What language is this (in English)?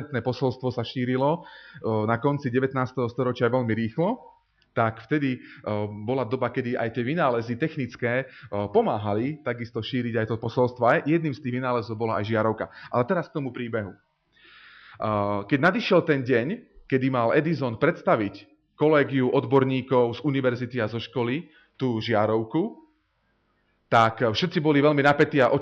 Slovak